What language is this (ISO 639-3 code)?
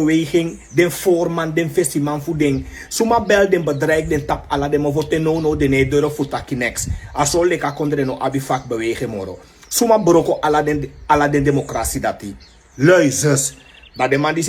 srn